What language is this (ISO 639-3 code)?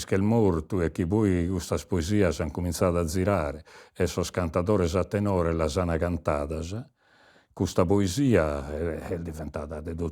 srd